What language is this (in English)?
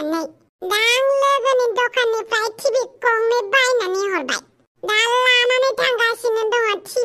Bodo